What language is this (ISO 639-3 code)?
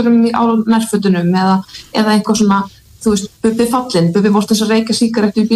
isl